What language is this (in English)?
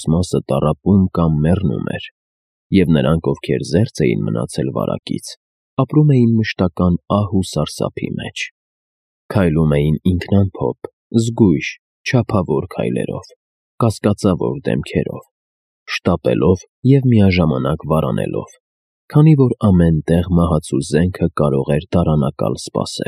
Armenian